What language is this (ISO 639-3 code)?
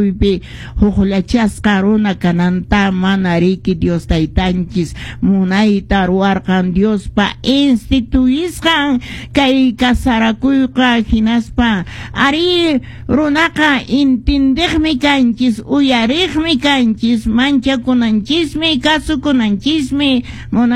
que